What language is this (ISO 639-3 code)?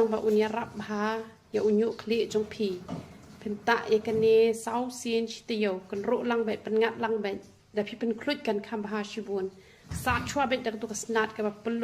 kha